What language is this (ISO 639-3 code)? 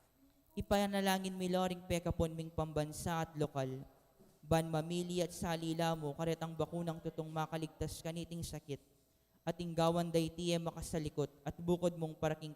pam